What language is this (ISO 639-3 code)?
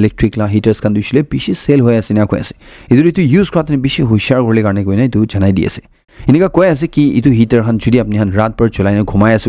nag